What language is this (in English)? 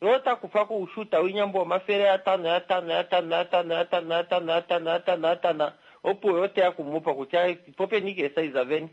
Kuanyama